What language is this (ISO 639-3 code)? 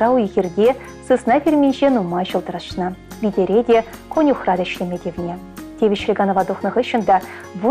chv